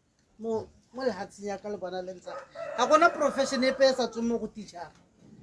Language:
Tswana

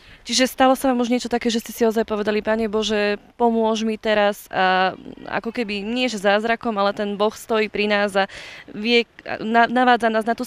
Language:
Slovak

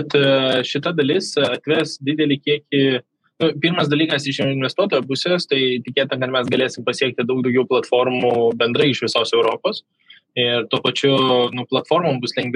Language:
Lithuanian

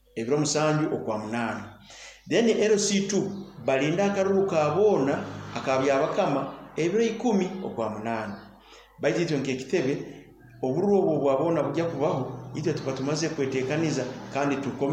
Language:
Nyoro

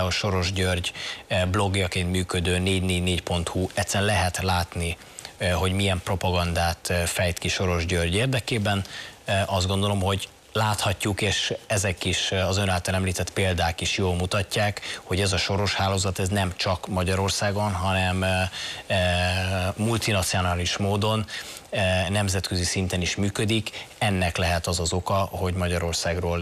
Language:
Hungarian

